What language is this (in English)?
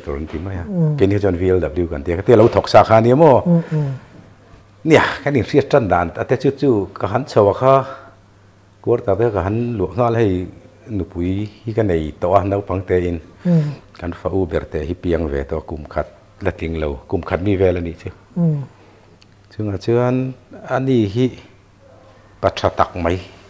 Mizo